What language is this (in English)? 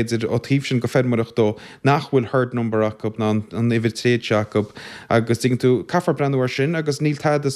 Irish